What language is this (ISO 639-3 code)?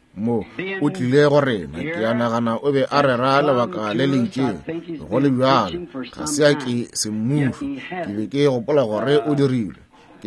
nso